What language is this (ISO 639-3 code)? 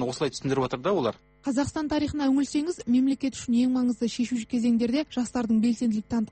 kaz